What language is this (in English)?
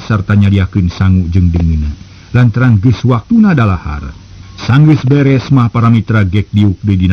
Sundanese